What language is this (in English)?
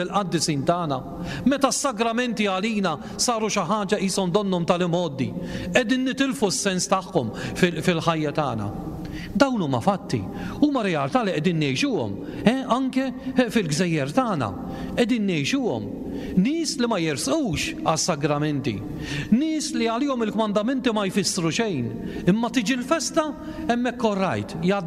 Maltese